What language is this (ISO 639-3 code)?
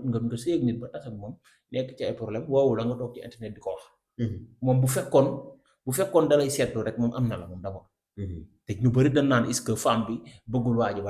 wol